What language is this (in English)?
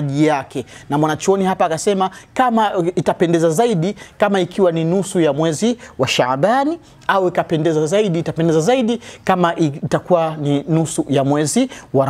Swahili